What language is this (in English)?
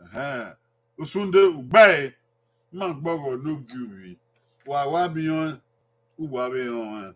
Bini